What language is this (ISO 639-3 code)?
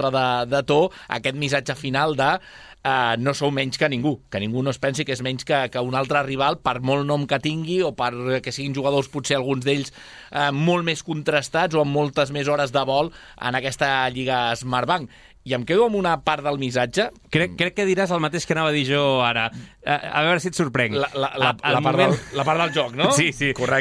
cat